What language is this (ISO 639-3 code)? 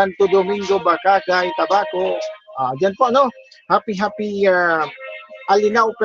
bik